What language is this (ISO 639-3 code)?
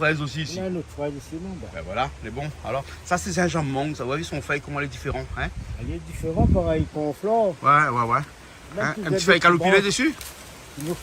rcf